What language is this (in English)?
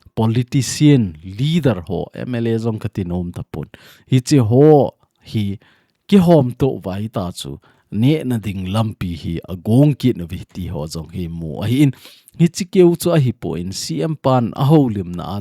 Thado Chin